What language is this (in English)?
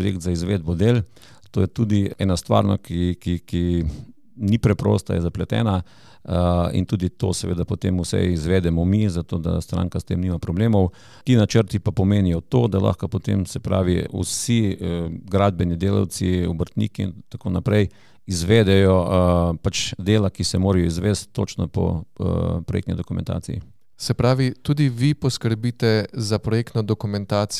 Slovenian